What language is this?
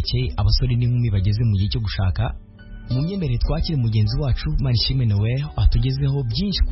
Kinyarwanda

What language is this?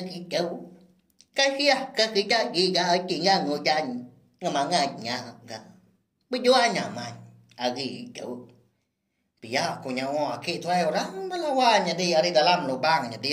Iban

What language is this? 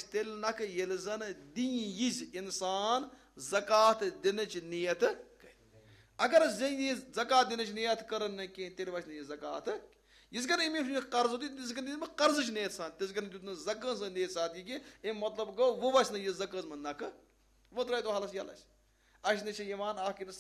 Kashmiri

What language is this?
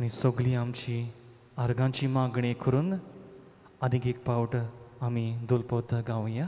Konkani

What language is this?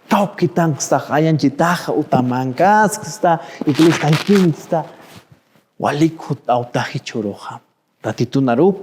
Aymara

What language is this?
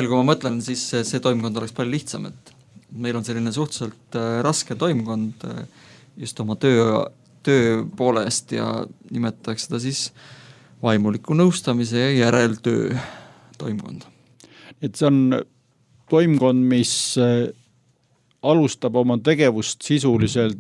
Estonian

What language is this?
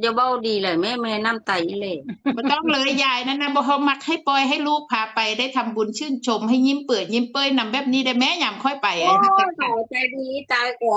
Northeastern Thai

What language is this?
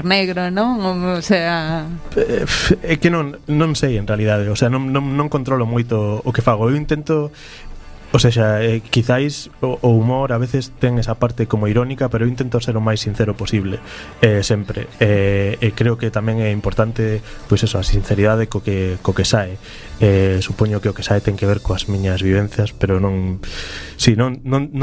Galician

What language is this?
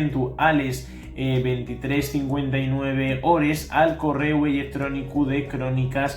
Asturian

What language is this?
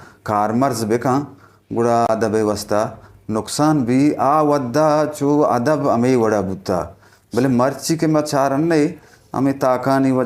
Eastern Balochi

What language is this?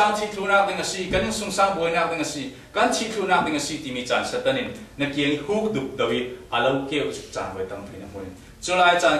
Falam Chin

